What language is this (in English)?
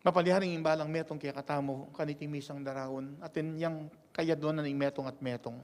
Pampanga